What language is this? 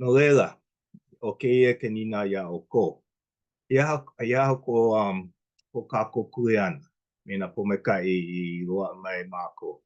Hawaiian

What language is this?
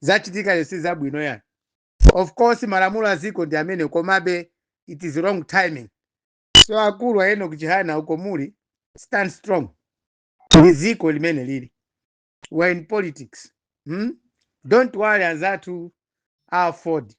Nyanja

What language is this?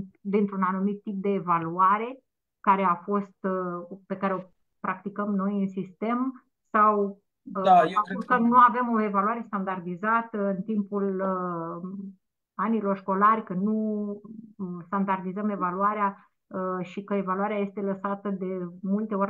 Romanian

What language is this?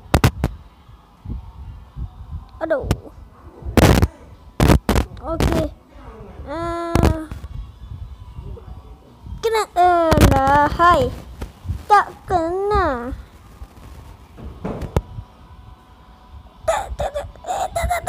Malay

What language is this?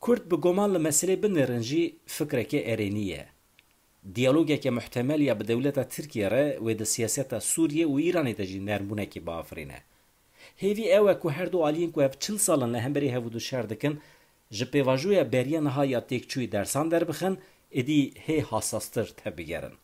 Kurdish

